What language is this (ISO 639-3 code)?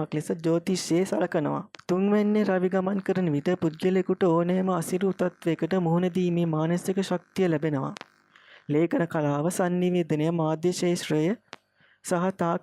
sin